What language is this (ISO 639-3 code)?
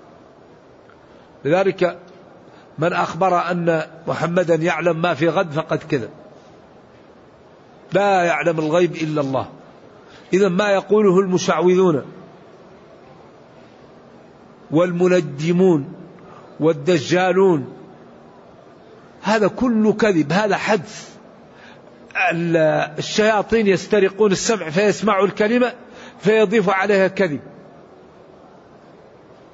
ara